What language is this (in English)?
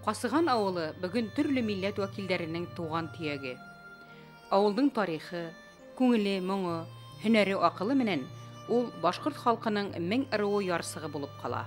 Bashkir